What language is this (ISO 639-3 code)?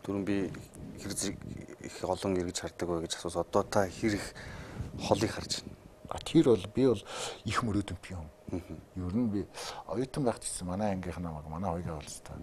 mon